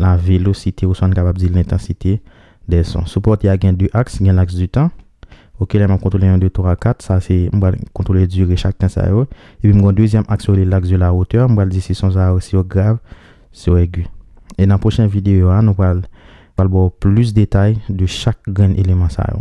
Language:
Haitian Creole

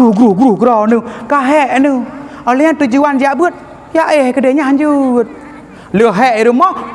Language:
Achinese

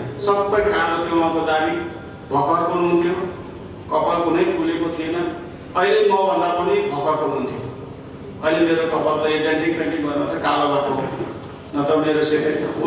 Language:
Nepali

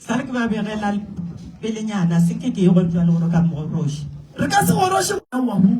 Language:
Northern Sotho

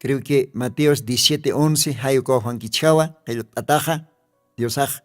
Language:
Aymara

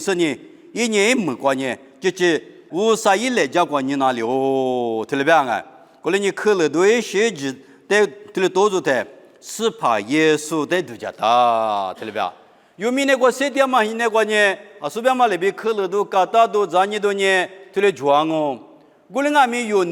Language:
Lisu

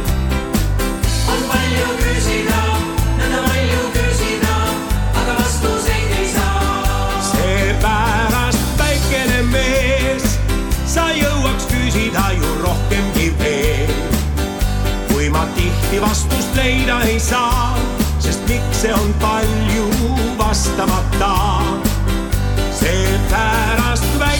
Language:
Estonian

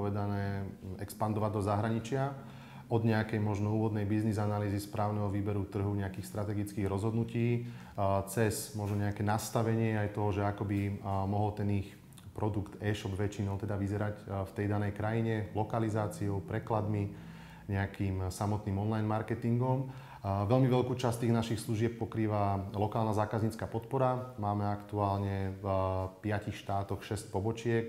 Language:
Slovak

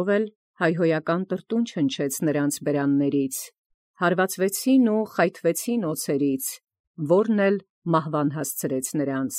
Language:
Armenian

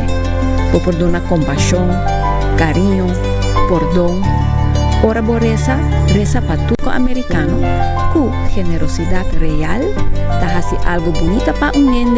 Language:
Papiamento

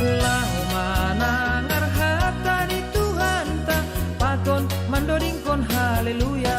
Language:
Batak Simalungun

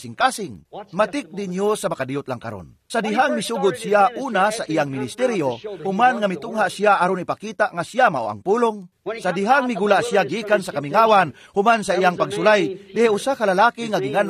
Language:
Cebuano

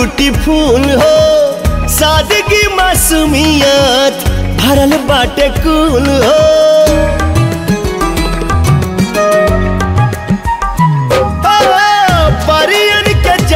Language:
Bhojpuri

